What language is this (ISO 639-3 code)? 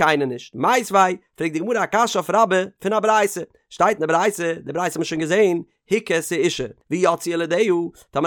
yid